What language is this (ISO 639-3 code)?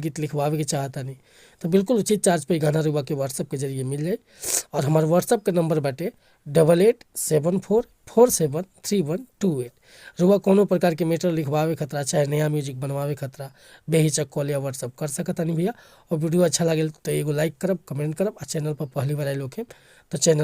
bho